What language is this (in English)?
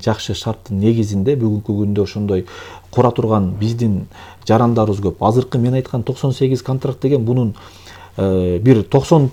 Kyrgyz